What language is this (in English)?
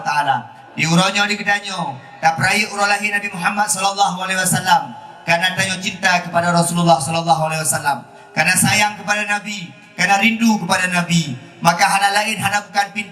Achinese